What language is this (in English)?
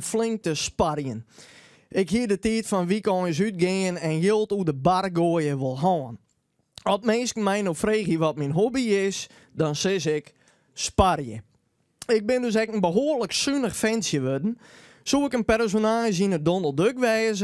Western Frisian